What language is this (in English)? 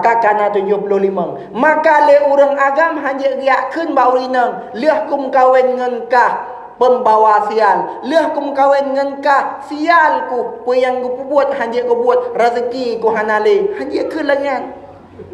Achinese